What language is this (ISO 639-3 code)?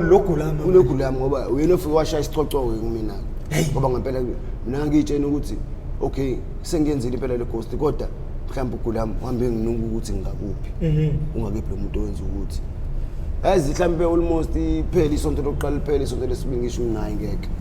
zul